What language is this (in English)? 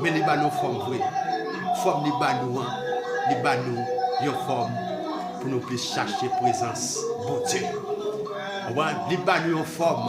Haitian Creole